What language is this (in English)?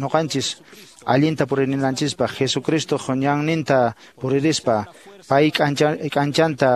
Quechua